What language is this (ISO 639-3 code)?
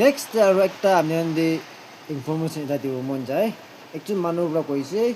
nag